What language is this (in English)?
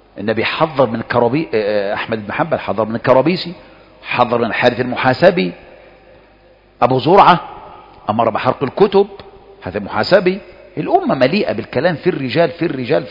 Arabic